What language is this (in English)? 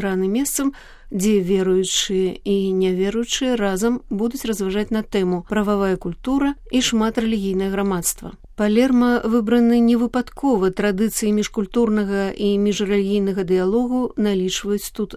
Belarusian